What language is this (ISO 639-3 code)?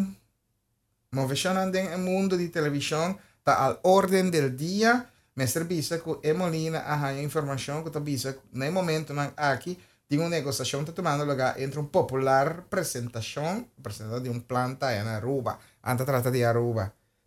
pap